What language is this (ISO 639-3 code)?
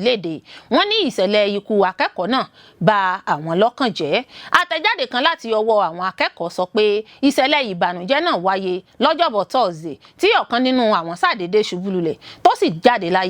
yor